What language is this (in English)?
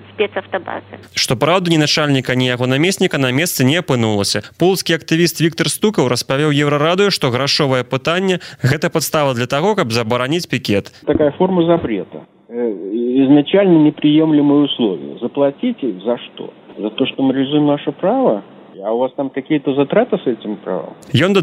Belarusian